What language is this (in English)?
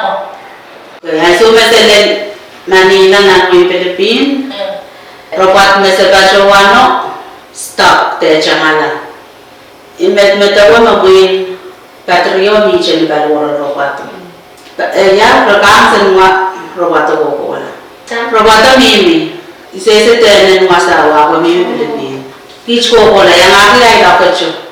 Pohnpeian